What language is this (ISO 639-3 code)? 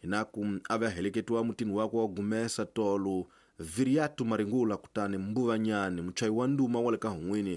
tso